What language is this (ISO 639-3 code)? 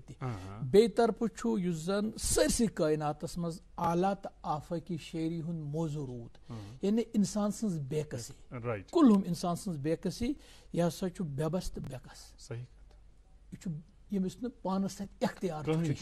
kas